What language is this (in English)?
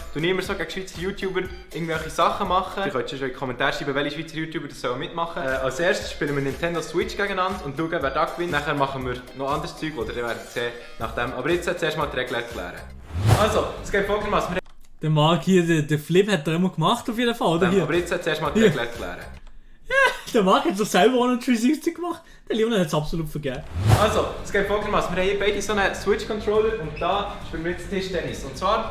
Swiss German